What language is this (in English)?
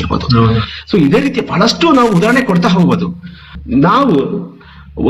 Kannada